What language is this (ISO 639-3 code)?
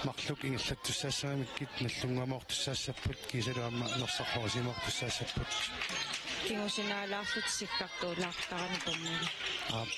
kal